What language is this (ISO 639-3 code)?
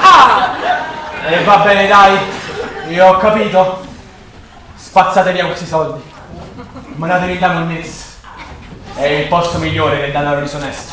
nap